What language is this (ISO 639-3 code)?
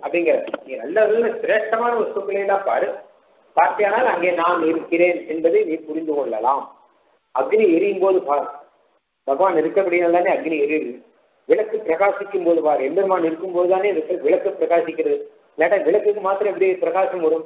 tam